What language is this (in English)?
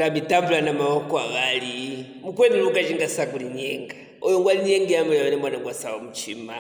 Luvale